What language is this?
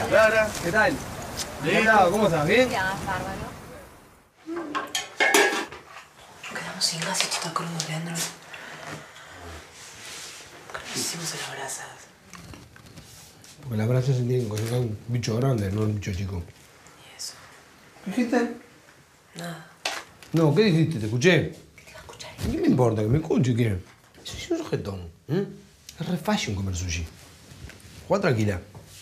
Spanish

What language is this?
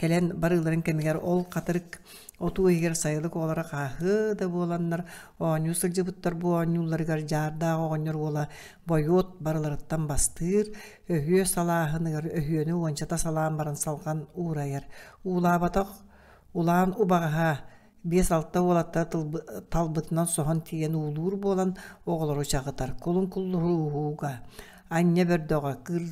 Yakut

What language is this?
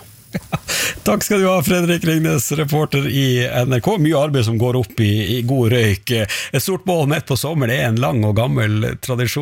Norwegian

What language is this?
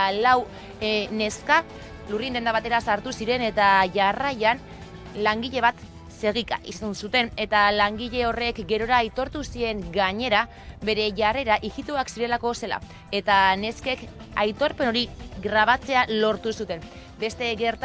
Basque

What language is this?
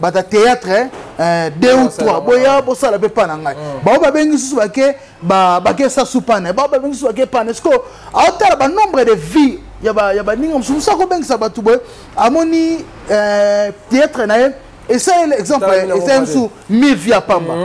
Lingala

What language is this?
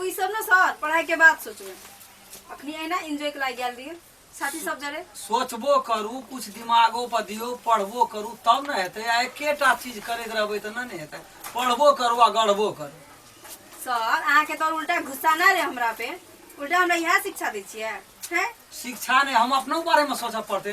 Maithili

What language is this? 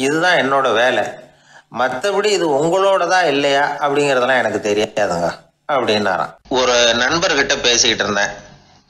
Tamil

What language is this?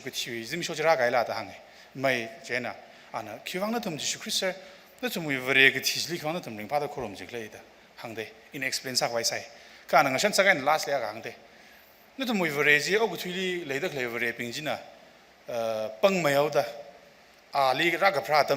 Tangkhul Naga (India)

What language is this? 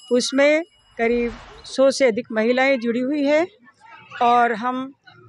Hindi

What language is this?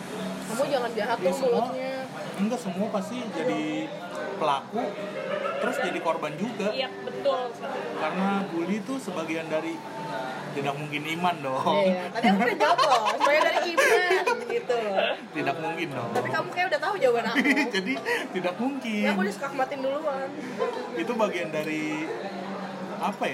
Indonesian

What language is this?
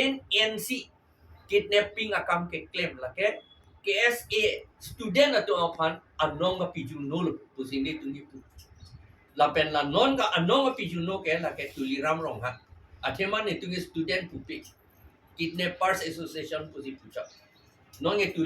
Karbi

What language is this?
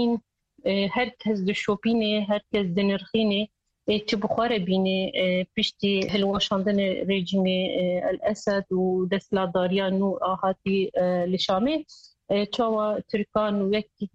Kurdish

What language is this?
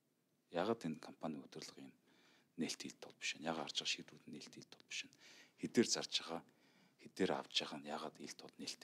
Mongolian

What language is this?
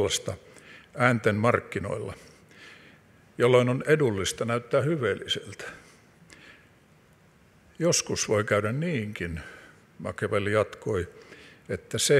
Finnish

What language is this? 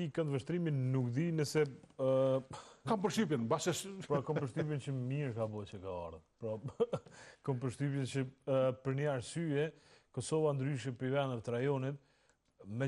Albanian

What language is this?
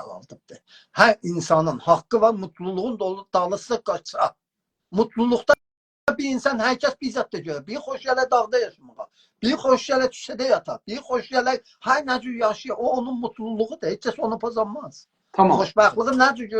South Azerbaijani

